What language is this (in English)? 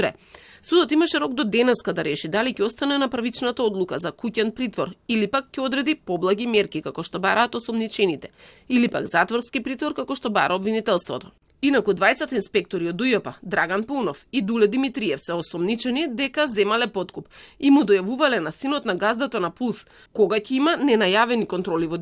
Macedonian